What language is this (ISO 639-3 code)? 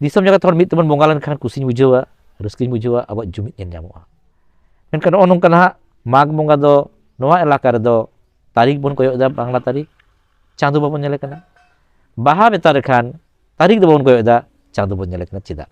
sat